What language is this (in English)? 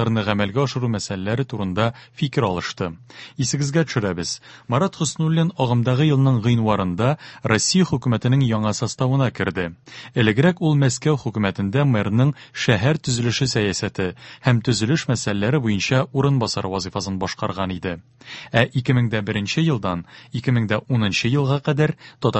Tatar